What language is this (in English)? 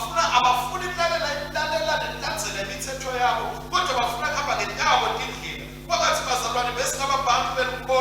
Swati